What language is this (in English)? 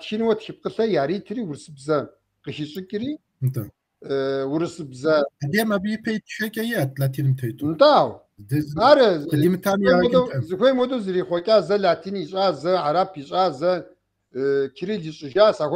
Kabardian